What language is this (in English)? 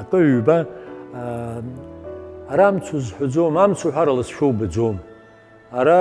Abkhazian